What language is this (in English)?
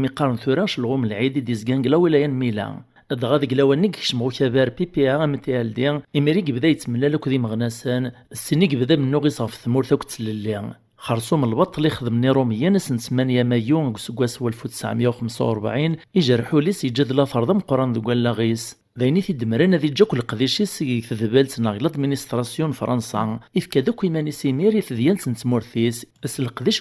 Kabyle